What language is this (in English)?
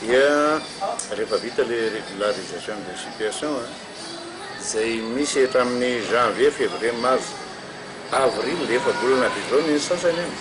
Malagasy